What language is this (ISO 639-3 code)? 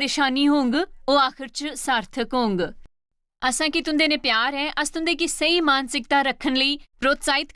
doi